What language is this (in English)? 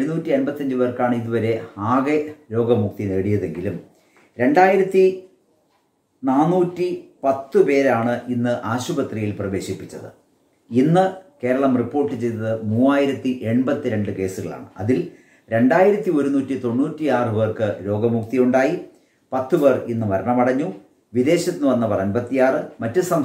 Malayalam